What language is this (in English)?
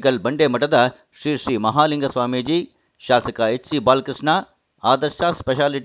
Kannada